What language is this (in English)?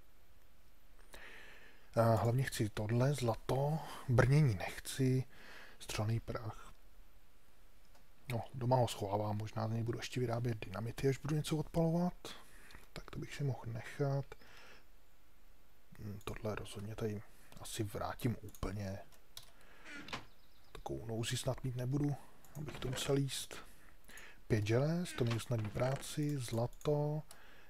Czech